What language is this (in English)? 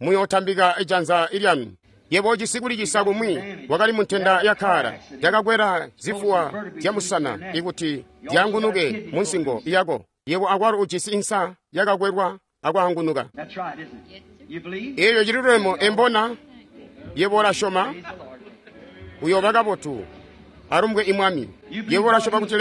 Tonga (Zambia)